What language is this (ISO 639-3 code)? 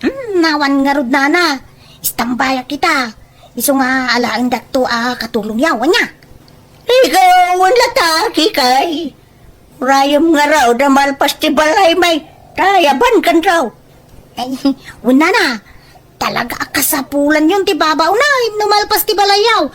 ilo